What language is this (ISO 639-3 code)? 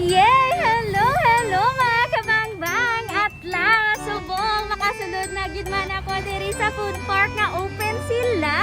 hil